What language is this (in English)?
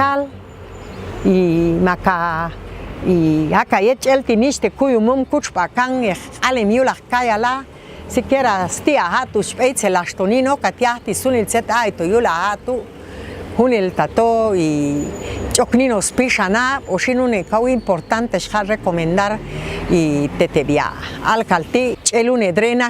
Popti'